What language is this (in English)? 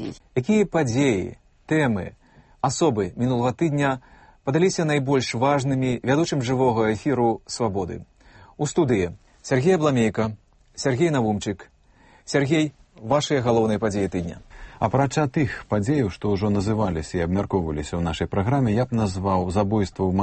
Belarusian